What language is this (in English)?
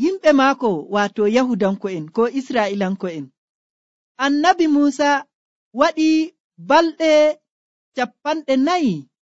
Nigerian Fulfulde